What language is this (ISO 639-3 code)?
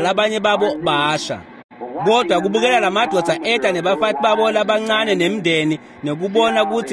ssw